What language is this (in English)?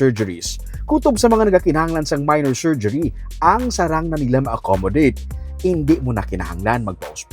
Hiligaynon